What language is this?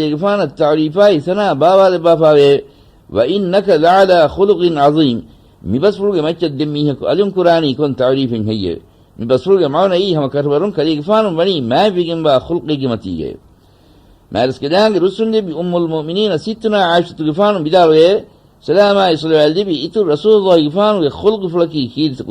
Divehi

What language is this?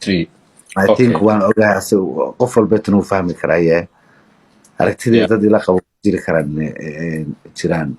Somali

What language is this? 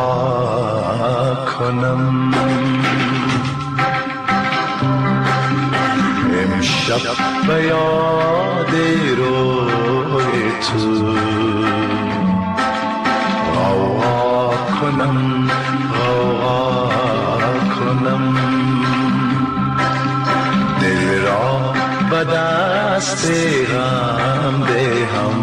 Persian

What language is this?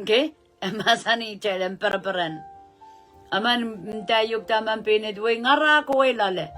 Pohnpeian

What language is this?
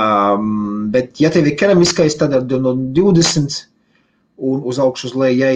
Latvian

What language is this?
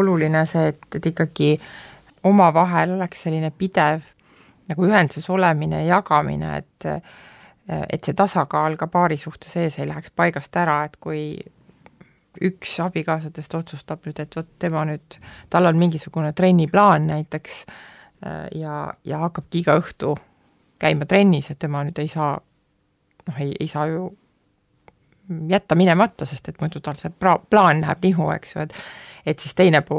Estonian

